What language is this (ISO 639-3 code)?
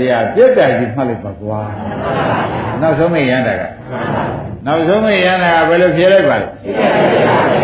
mya